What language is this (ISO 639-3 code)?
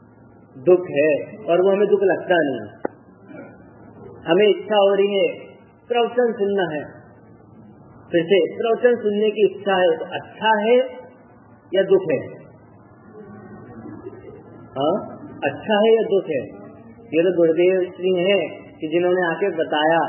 hin